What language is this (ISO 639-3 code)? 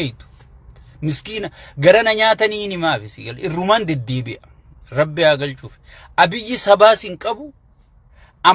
orm